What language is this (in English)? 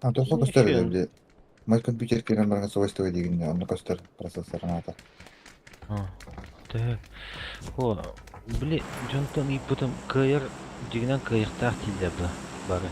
Yakut